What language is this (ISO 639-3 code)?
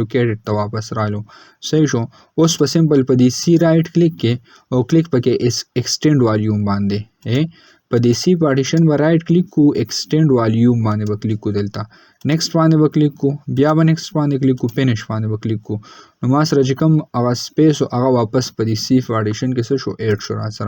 pus